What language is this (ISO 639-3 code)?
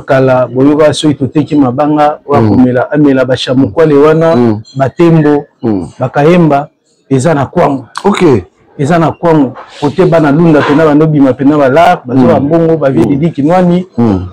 lin